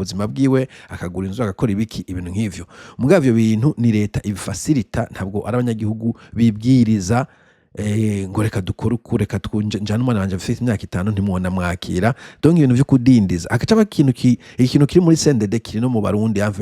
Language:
Rundi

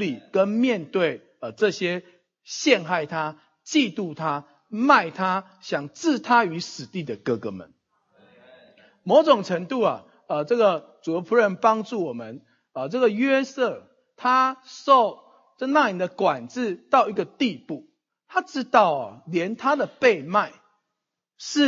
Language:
Chinese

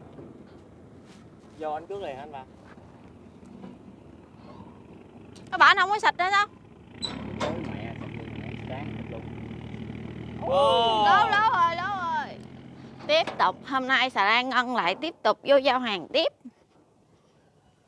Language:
Vietnamese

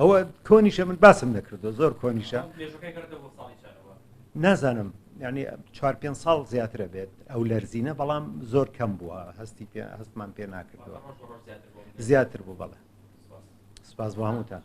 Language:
Central Kurdish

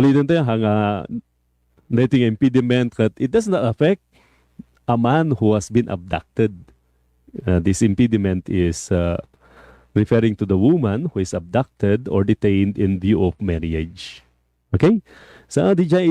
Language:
Iloko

